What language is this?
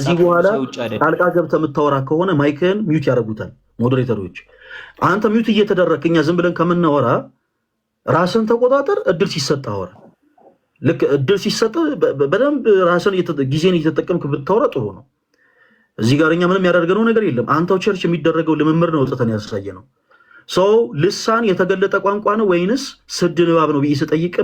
Amharic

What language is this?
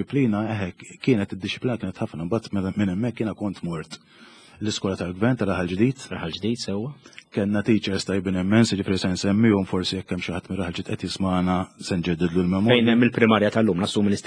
Maltese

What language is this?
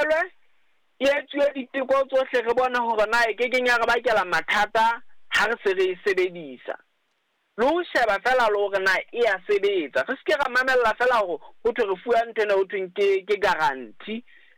Southern Sotho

